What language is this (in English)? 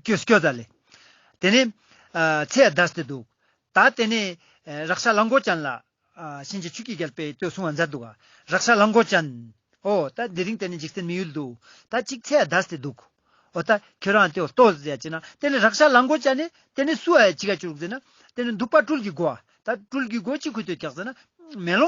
Ladakhi